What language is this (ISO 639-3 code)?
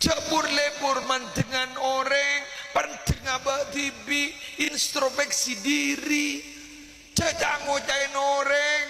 mad